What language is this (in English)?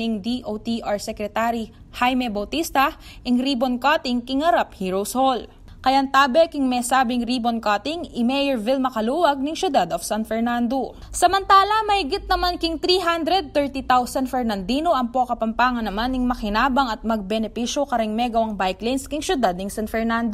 Pampanga